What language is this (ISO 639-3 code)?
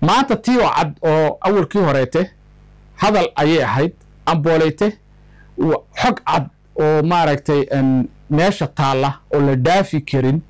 som